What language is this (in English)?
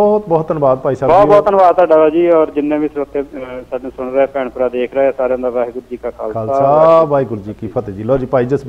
Punjabi